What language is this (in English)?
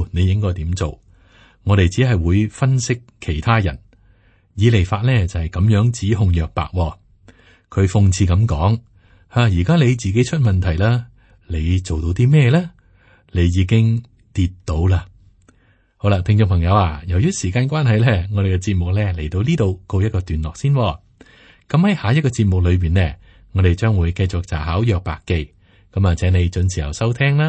Cantonese